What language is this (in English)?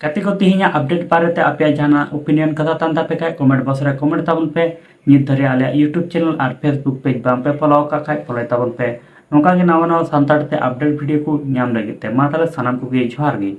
Santali